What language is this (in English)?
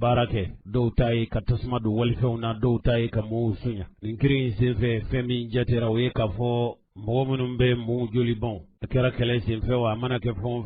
Bambara